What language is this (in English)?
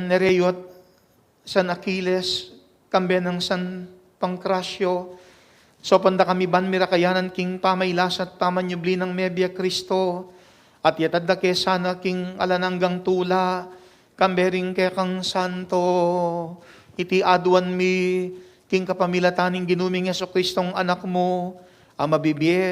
Pampanga